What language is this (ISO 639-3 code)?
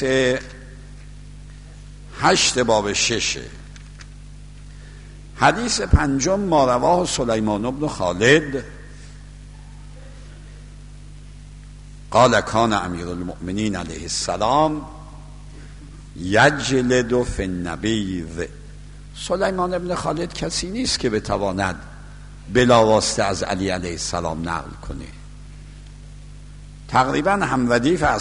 fas